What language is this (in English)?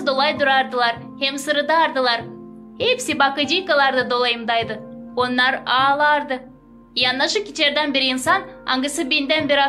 Gagauz